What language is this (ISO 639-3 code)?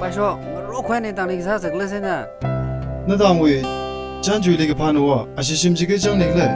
nmf